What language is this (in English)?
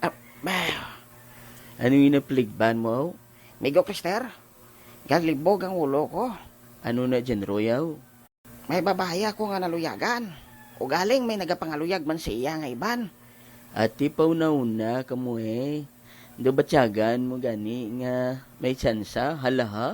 Hiligaynon